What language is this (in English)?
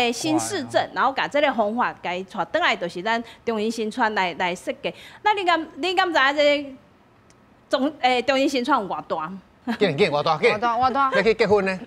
Min Nan Chinese